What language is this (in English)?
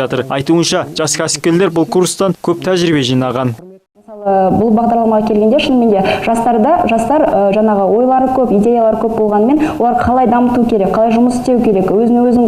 Kazakh